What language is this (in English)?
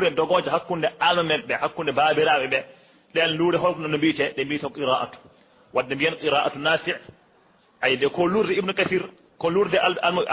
Fula